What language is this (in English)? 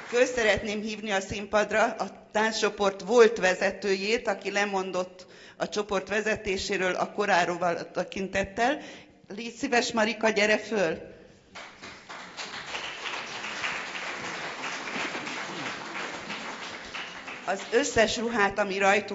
Hungarian